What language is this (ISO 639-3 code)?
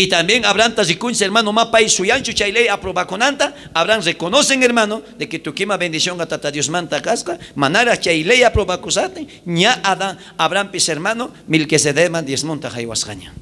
quh